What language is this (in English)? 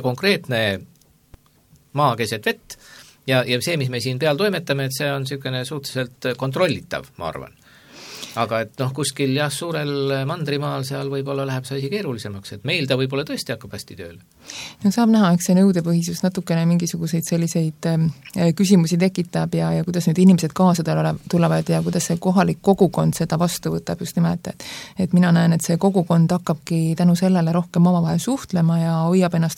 Estonian